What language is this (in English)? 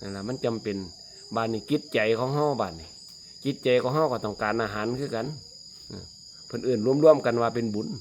Lao